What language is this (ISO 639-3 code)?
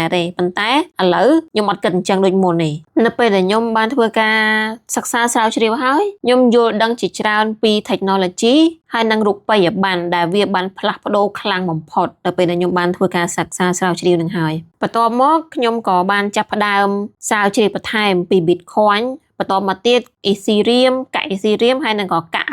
khm